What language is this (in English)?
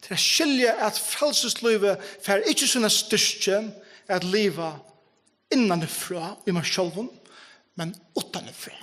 Faroese